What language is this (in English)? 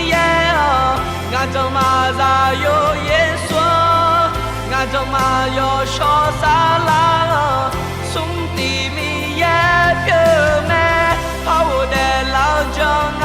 Akha